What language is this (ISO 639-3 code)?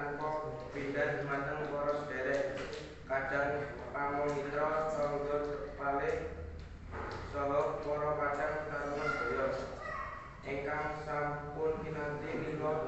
jav